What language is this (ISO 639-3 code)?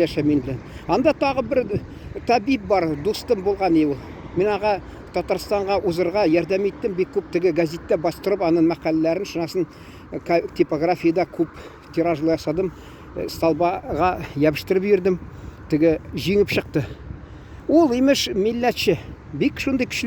tat